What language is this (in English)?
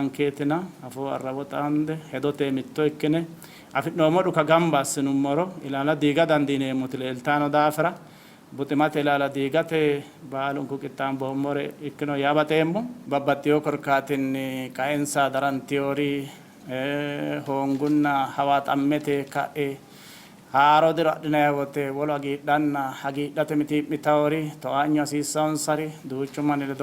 Sidamo